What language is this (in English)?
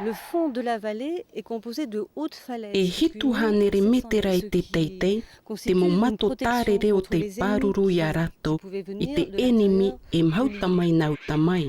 Tahitian